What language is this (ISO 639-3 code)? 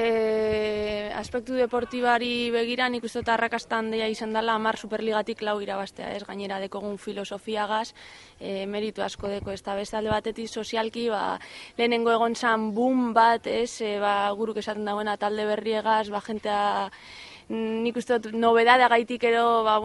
eus